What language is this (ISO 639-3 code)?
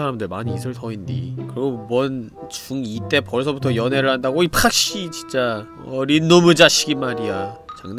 kor